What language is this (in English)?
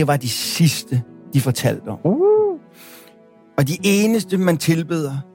Danish